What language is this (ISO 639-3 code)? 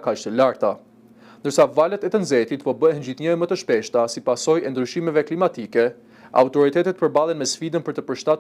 sqi